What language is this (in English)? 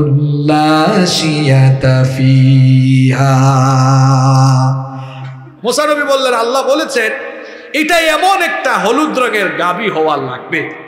Bangla